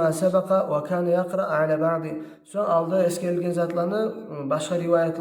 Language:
Kumyk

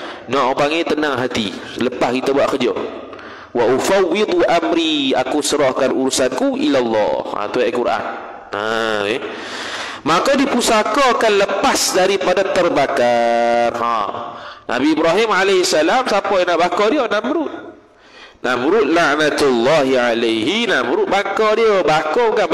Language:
Malay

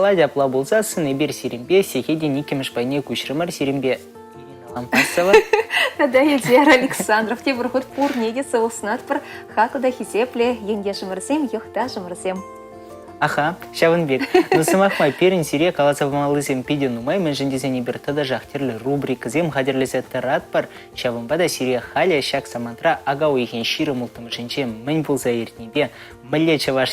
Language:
Chuvash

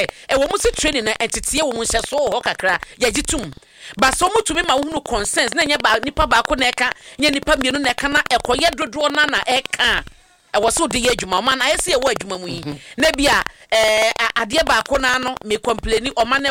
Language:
Akan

